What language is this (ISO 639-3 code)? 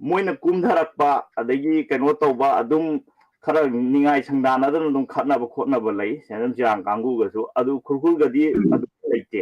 mni